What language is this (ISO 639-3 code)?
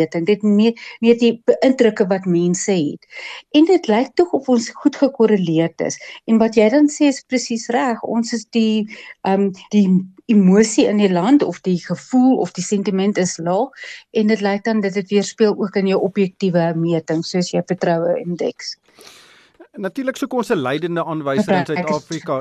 afr